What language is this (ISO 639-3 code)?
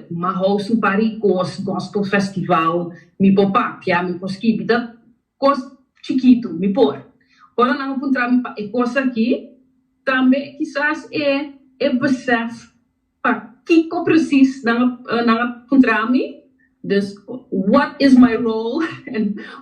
pap